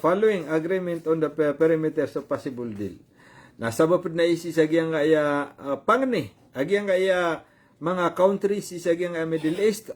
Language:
Maranao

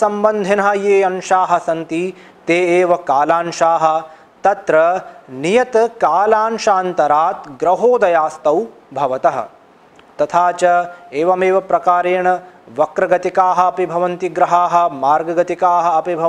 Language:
Sanskrit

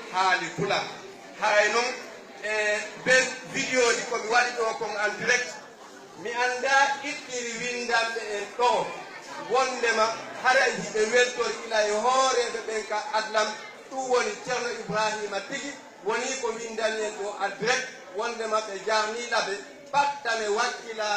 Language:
Fula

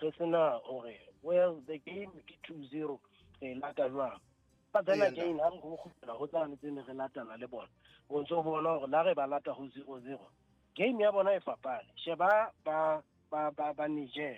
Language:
Southern Sotho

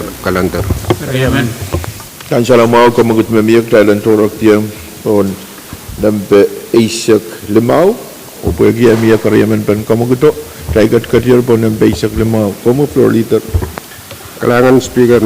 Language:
Pohnpeian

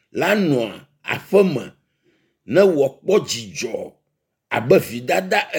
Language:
Ewe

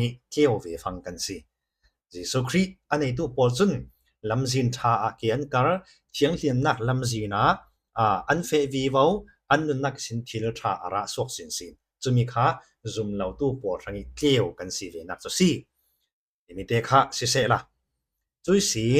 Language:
Falam Chin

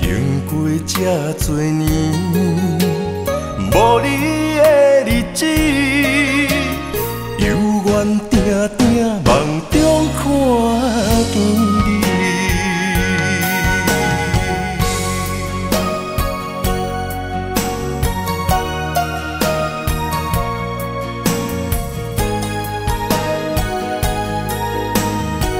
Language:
Min Nan Chinese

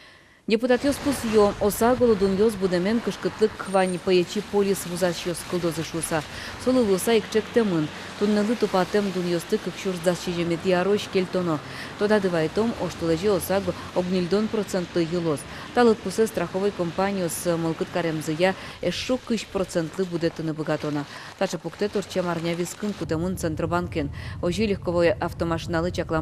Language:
Udmurt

